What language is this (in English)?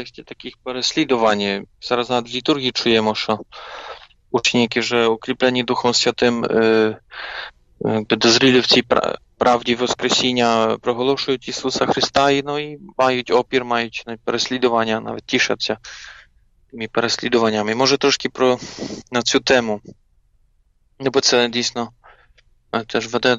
Ukrainian